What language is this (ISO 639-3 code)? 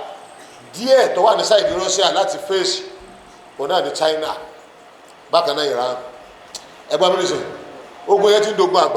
yor